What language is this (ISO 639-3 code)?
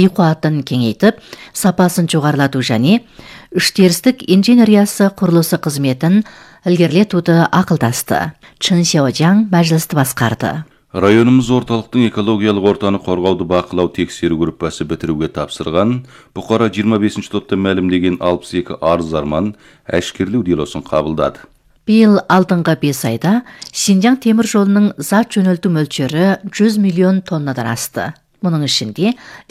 kaz